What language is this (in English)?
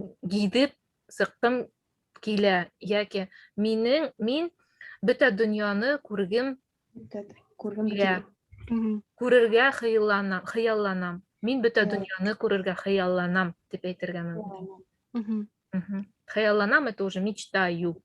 Bashkir